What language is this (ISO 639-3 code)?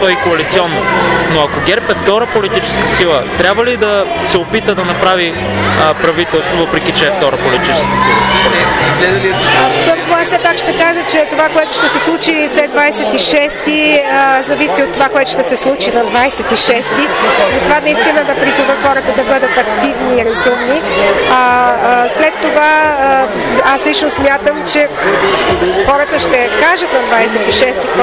bul